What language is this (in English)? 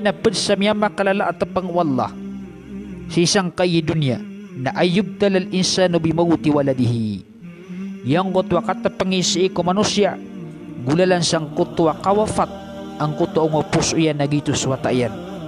Maranao